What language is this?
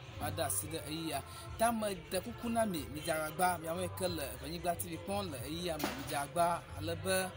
Ewe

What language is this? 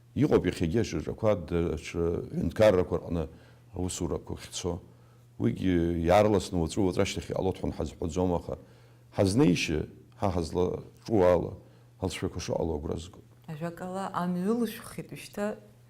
Abkhazian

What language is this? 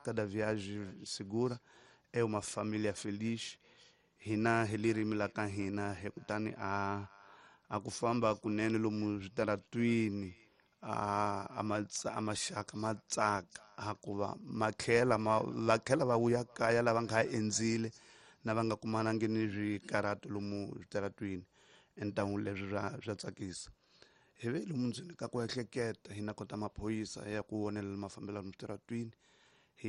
Tsonga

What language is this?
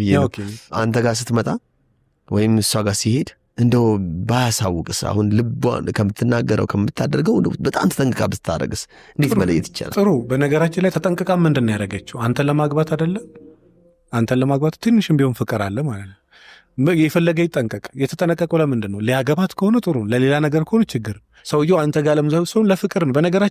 Amharic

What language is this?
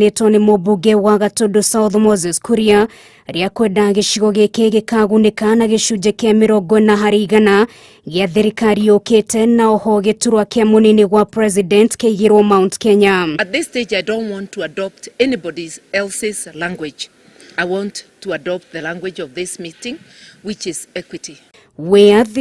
Kikuyu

